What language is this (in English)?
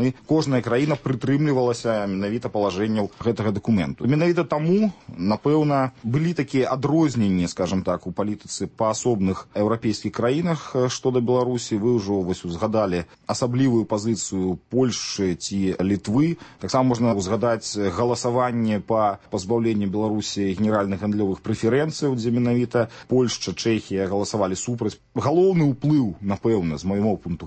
Belarusian